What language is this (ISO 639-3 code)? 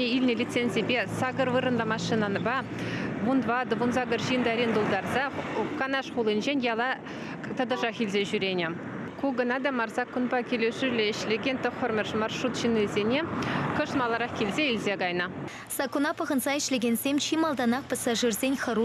chv